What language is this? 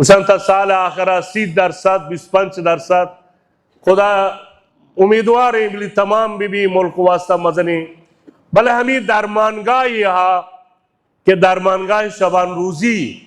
Baluchi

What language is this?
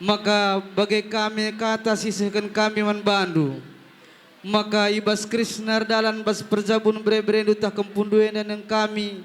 Batak Karo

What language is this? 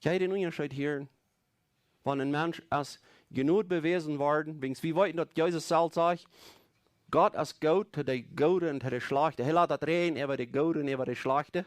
Plautdietsch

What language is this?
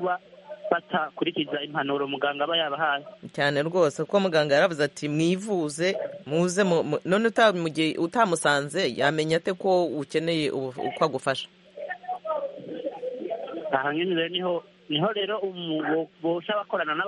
Kinyarwanda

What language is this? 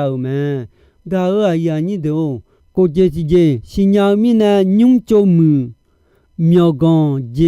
Akha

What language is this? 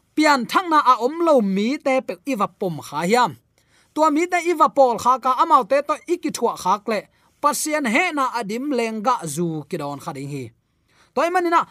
Tedim Chin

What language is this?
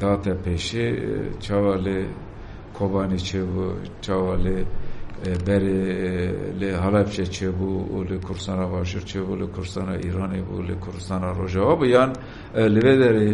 Kurdish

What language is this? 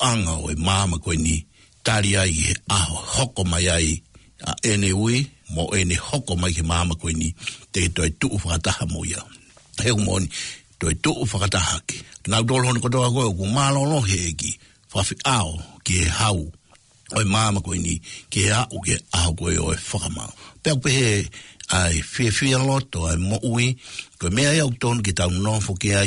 Tongan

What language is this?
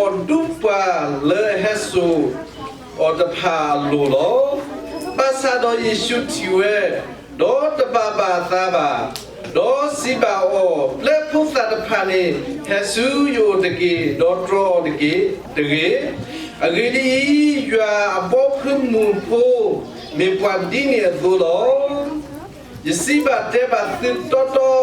S'gaw Karen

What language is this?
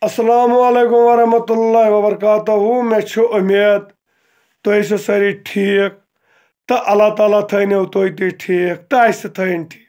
Kashmiri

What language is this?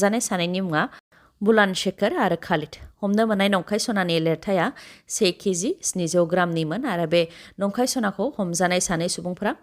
Bodo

